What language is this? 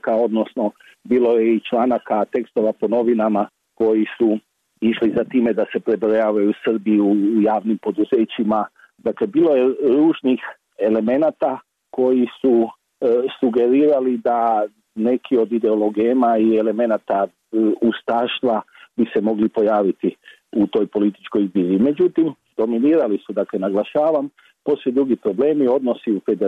Croatian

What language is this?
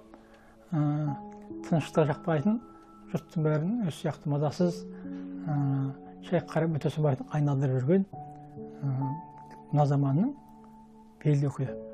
Kazakh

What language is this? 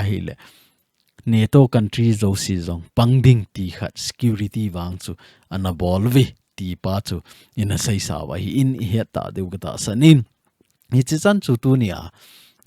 Thado Chin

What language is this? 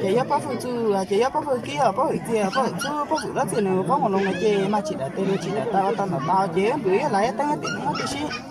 Hmong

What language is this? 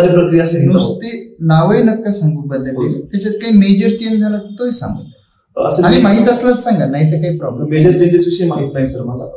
Marathi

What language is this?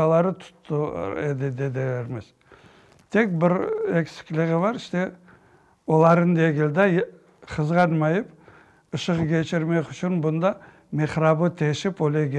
Crimean Tatar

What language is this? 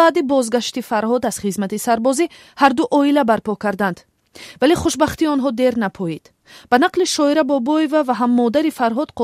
Tajik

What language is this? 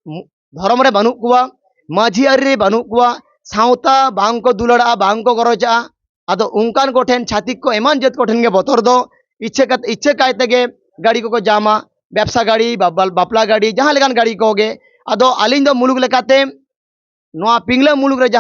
Santali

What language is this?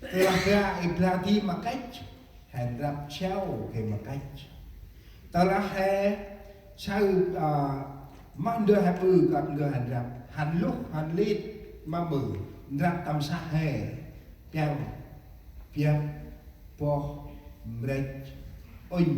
Central Mnong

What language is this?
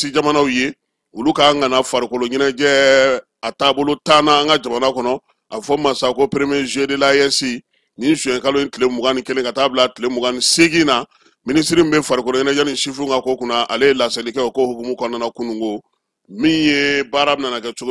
Bambara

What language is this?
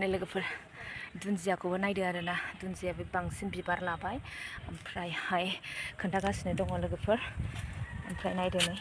Bodo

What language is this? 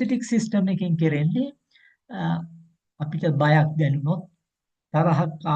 Sinhala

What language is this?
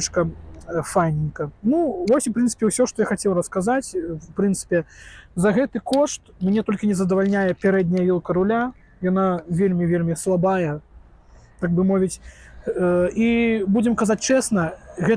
Belarusian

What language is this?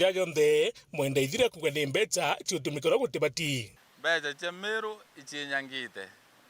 Meru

